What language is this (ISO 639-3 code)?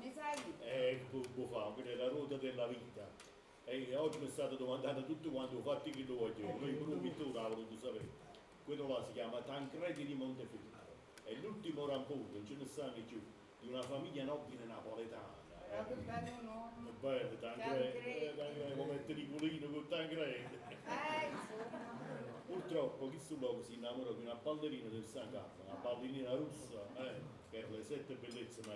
nap